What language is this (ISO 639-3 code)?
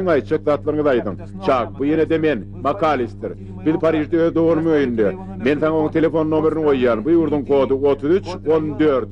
tuk